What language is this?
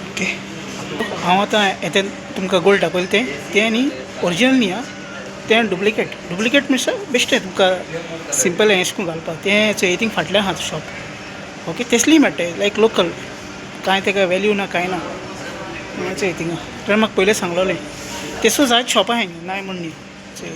Konkani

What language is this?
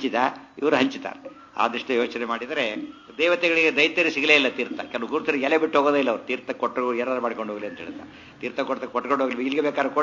Kannada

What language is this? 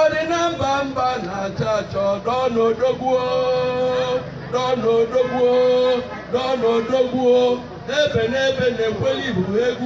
Igbo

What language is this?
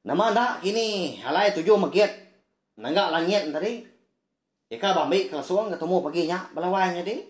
Iban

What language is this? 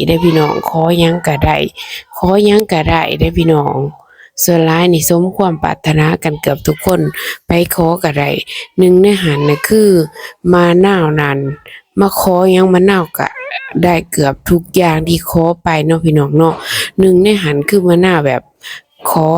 Lao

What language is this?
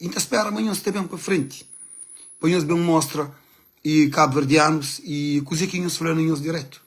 Kabuverdianu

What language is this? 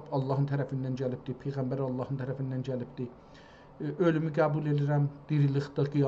South Azerbaijani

